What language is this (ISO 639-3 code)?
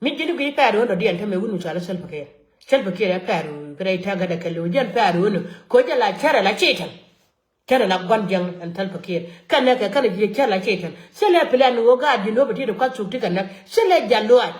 nus